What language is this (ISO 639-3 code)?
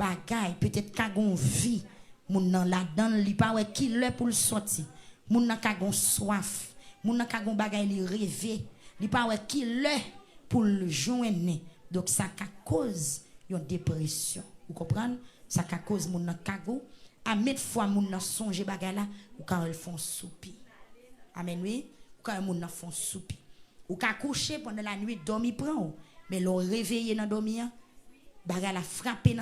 hat